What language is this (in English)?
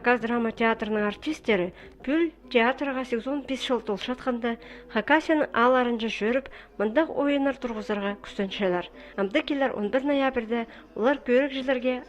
Khakas